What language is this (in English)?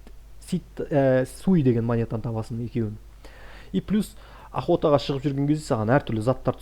Kazakh